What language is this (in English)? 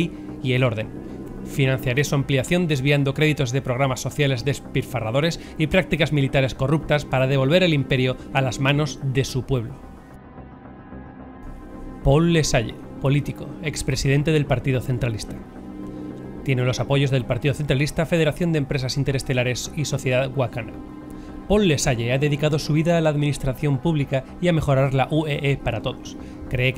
Spanish